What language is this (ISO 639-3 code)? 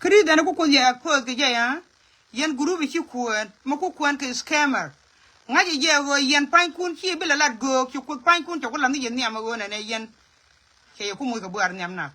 nus